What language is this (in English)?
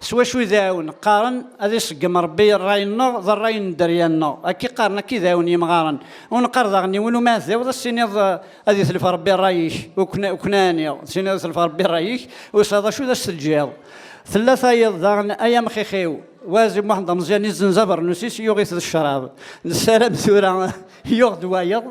Kabyle